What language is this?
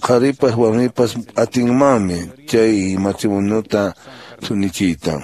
Quechua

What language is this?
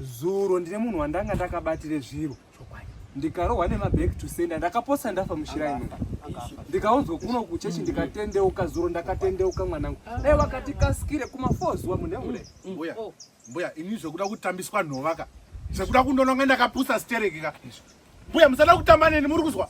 Shona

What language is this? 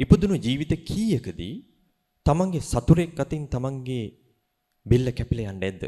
Sinhala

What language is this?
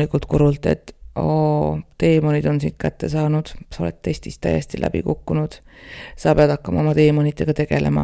Estonian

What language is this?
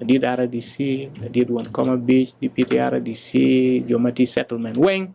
Acoli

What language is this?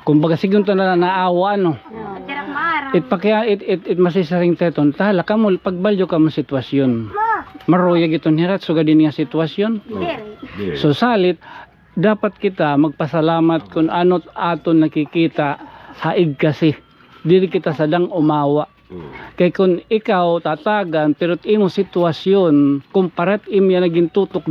Waray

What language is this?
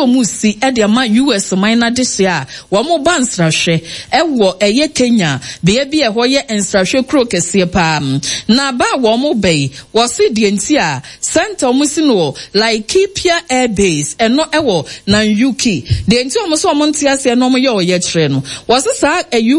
Akan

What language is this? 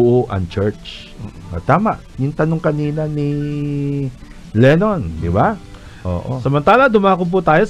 Filipino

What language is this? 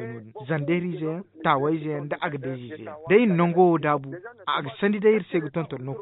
Zarma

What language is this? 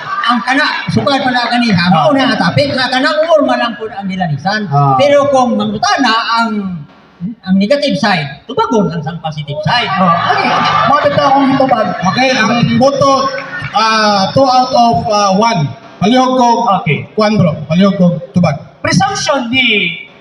Cebuano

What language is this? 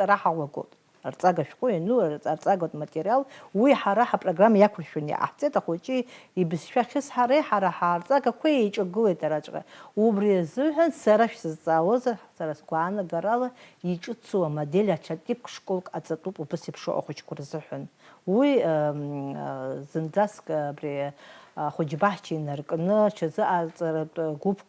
Abkhazian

